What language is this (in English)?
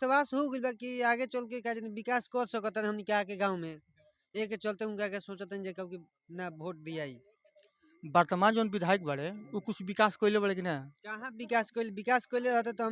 Bhojpuri